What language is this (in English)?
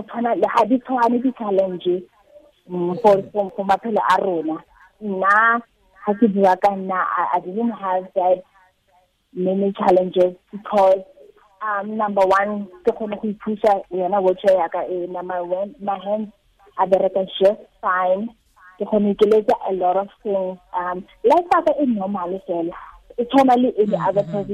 Tswana